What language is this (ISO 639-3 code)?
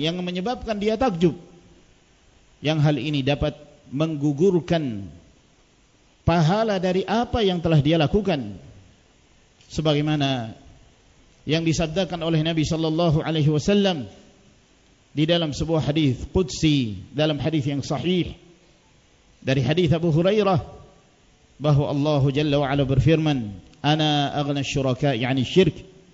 ind